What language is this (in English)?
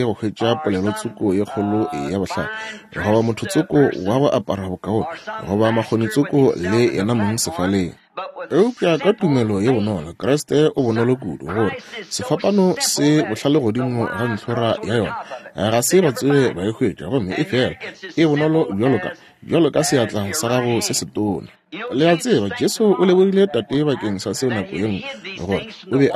Northern Sotho